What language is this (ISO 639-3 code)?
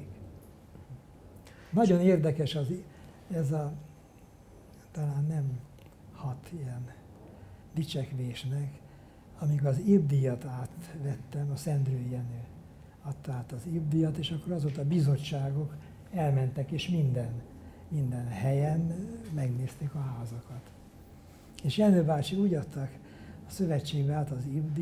hun